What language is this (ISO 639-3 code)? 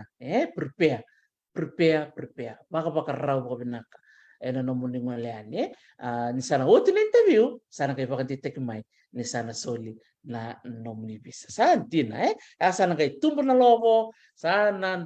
fij